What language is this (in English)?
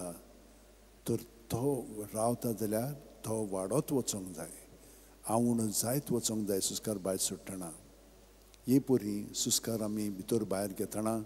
Konkani